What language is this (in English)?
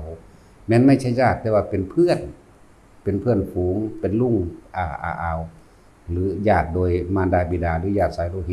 Lao